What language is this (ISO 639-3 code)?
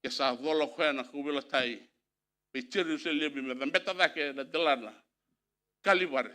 fij